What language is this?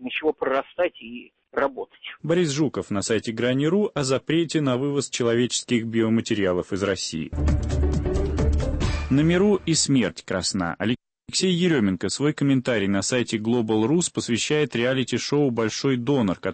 Russian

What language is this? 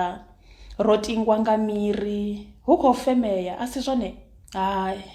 Venda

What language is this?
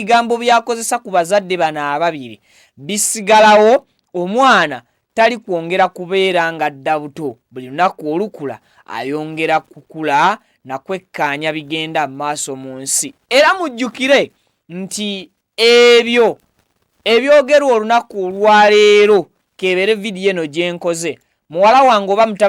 Ganda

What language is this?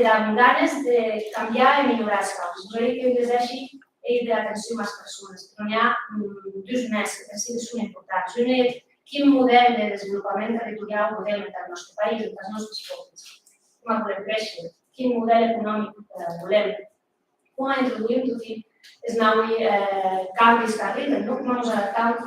Occitan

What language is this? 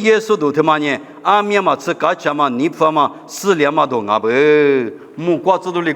Lisu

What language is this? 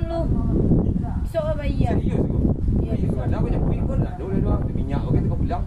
Minangkabau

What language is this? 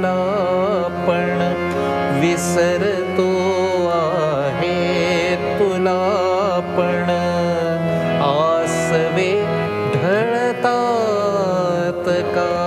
Marathi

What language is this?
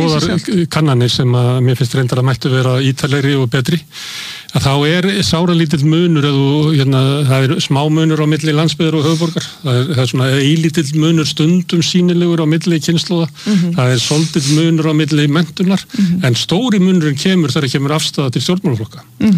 Icelandic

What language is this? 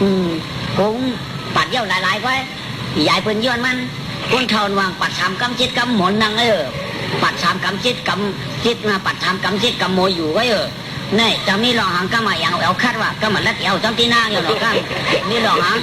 Shan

